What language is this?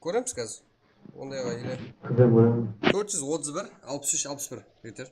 Kara-Kalpak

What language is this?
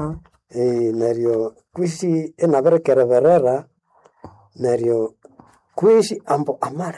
Nande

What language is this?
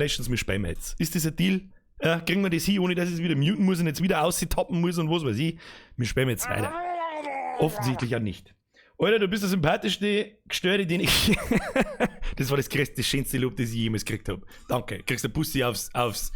Bavarian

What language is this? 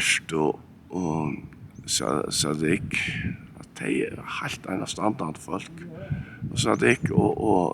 Faroese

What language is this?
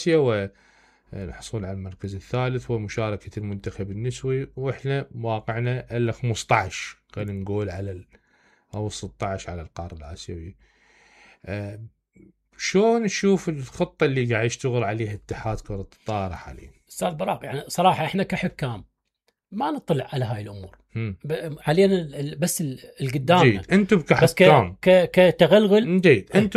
Mesopotamian Arabic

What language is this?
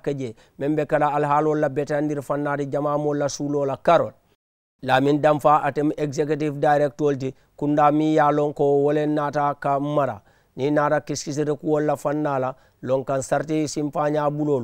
Mandingo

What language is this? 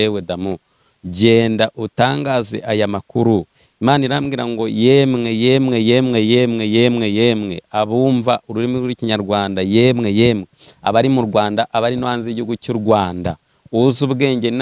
Kinyarwanda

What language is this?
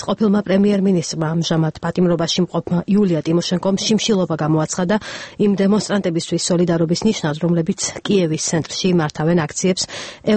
Georgian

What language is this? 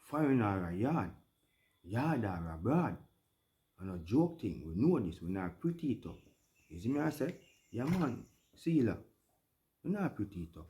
Jamaican Creole English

